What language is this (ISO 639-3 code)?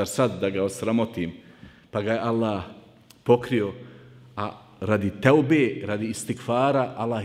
bos